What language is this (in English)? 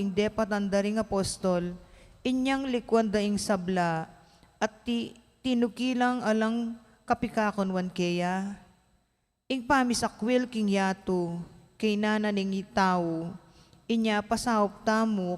Pampanga